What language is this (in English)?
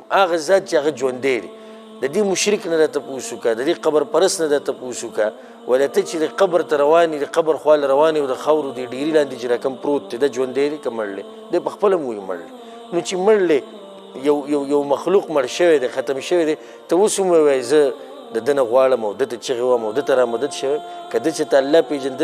Pashto